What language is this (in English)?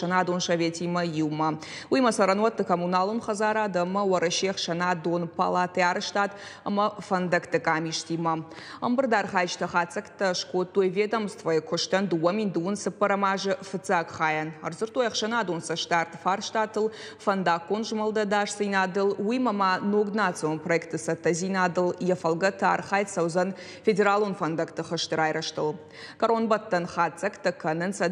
Ossetic